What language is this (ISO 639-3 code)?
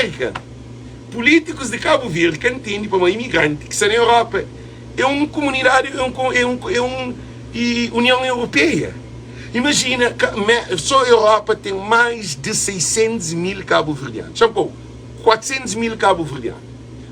kea